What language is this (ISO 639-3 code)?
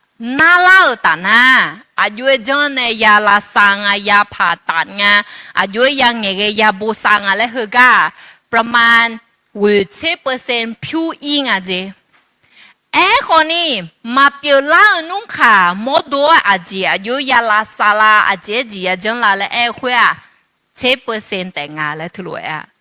ahk